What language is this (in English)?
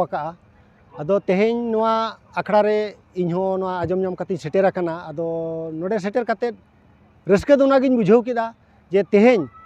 Santali